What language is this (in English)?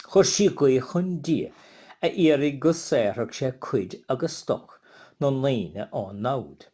Irish